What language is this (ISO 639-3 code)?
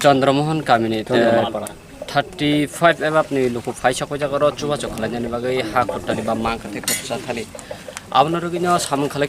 trp